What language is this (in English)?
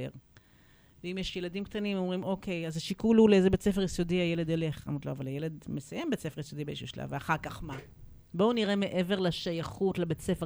Hebrew